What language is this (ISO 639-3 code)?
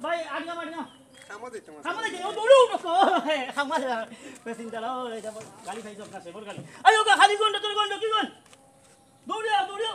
syl